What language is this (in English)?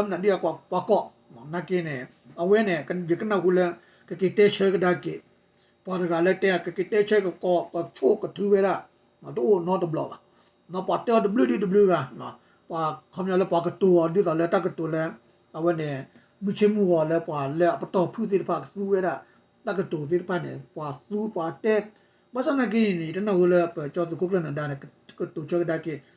S'gaw Karen